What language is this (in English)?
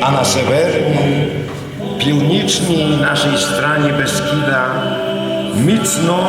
Rusyn